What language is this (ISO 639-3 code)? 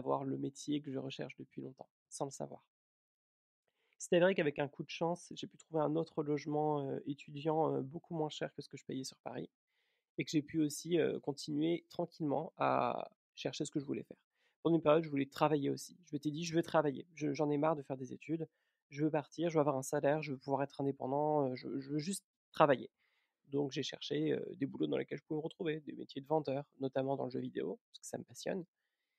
fra